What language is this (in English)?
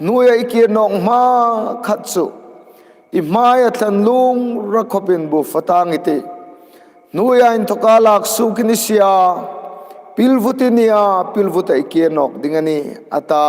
Hmar